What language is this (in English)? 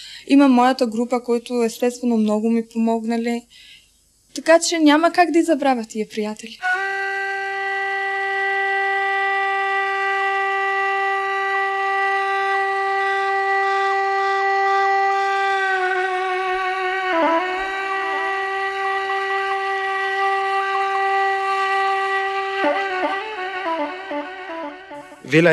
Bulgarian